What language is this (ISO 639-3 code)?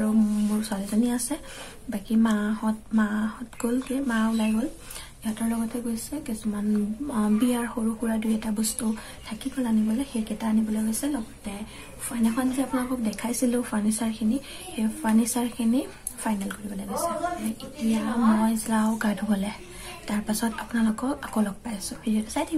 asm